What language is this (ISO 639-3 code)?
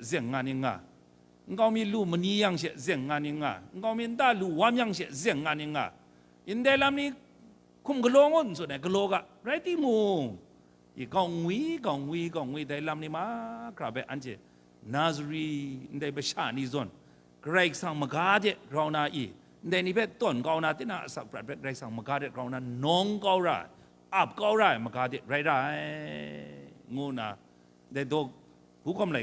kac